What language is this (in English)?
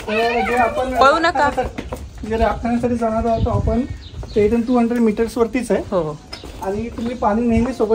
Marathi